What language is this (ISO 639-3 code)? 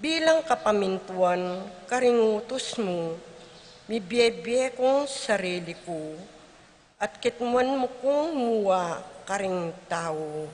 pam